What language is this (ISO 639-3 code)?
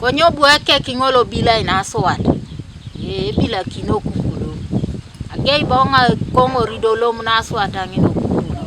teo